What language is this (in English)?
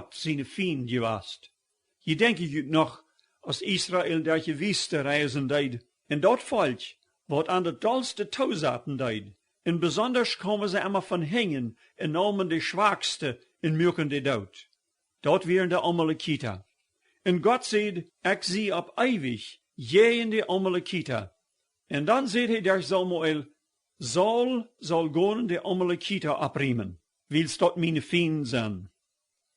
Plautdietsch